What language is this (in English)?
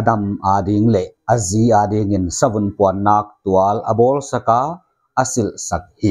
Paite Chin